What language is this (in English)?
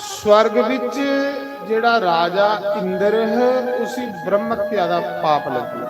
Dogri